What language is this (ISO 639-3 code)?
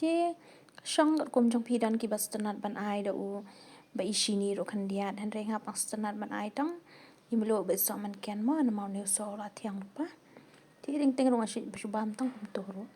kha